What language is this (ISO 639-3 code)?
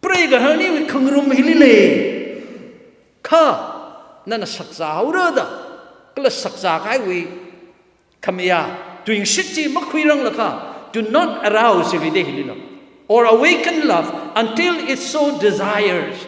nmf